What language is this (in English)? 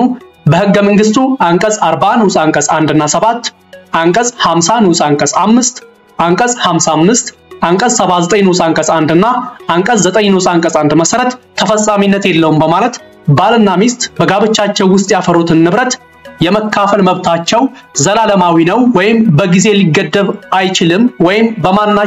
Amharic